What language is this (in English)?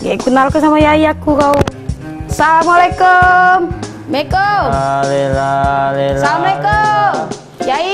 Musi